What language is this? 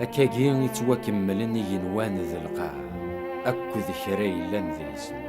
Kabyle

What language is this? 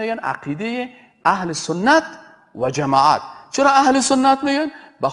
Persian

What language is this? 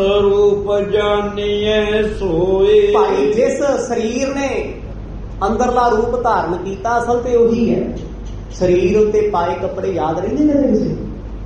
Punjabi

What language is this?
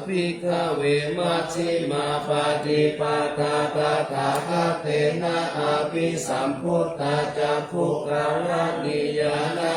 Pali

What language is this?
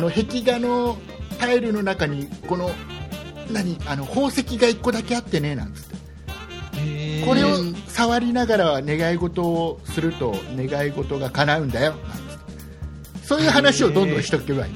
Japanese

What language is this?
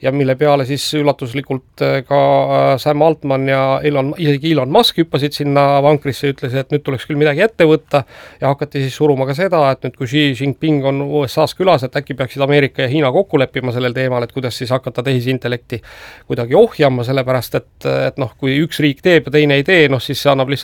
Estonian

